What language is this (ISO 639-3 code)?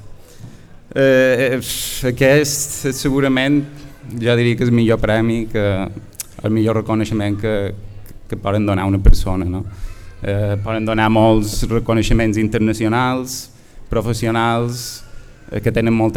cat